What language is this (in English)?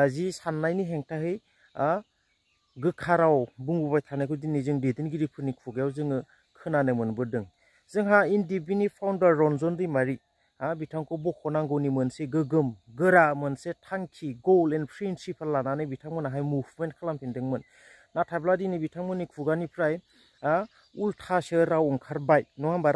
Bodo